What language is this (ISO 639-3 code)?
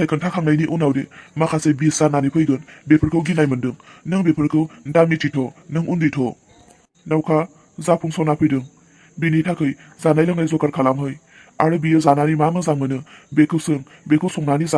brx